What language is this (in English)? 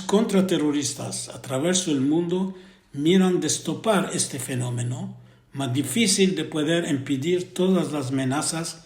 Ladino